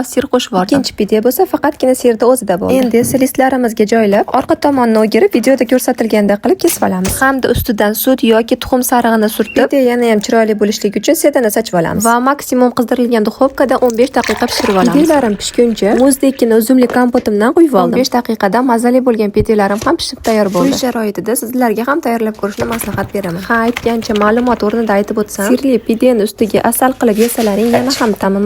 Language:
Uzbek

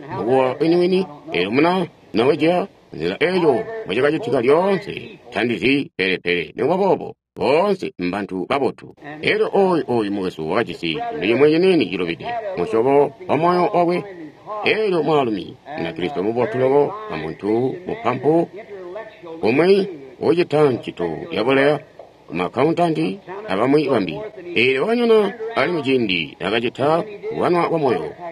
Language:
Tonga (Zambia)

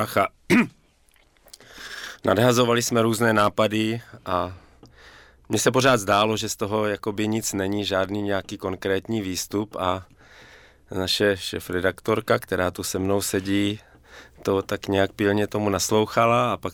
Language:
Czech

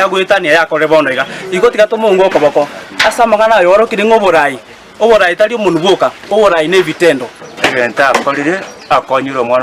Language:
Gusii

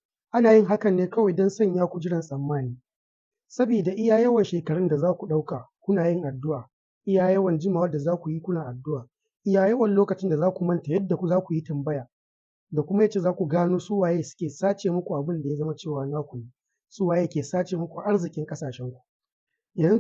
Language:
Hausa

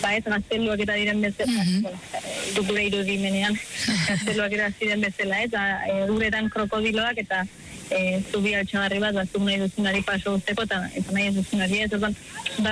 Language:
Basque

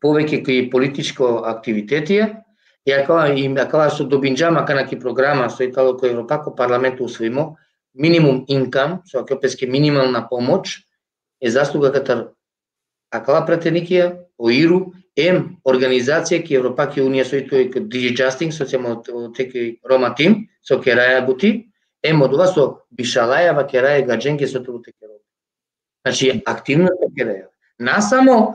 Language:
Balkan Romani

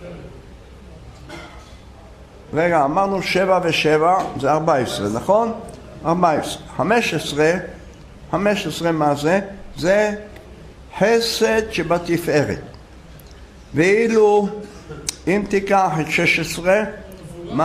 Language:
Hebrew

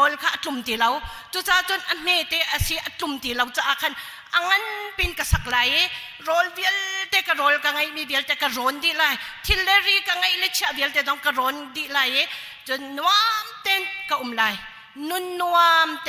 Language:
Hakha Chin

